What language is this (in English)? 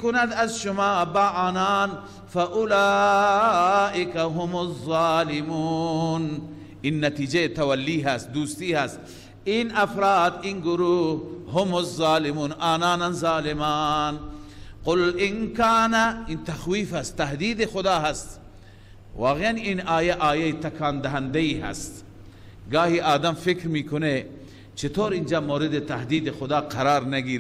Persian